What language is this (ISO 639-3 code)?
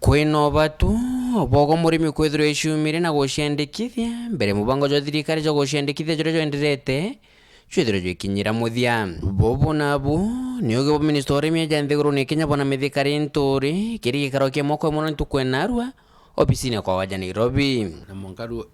mer